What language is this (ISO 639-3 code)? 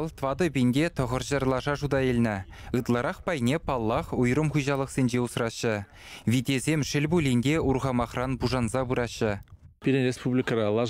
chv